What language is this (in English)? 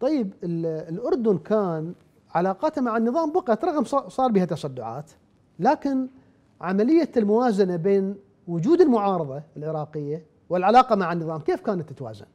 Mesopotamian Arabic